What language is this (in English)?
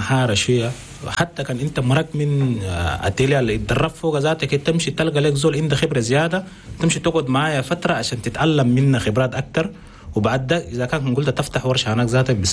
Chadian Arabic